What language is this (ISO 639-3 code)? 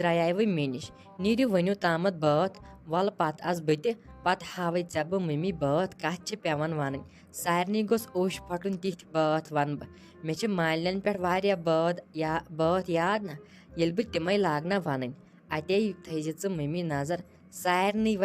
kas